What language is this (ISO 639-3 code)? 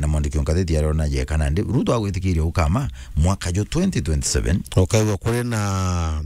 mer